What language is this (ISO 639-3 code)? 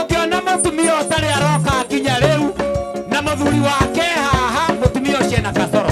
kik